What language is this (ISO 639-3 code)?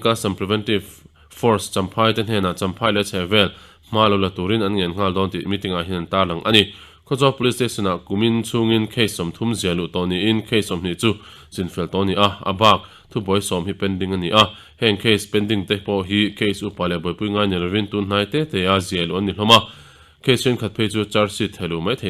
lus